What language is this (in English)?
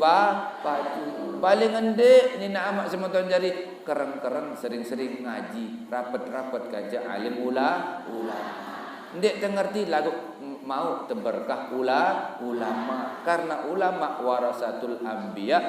Sasak